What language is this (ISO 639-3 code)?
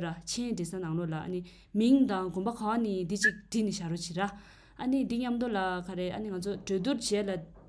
bod